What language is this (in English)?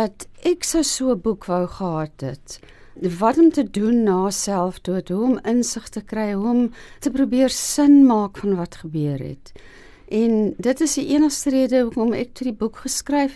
Afrikaans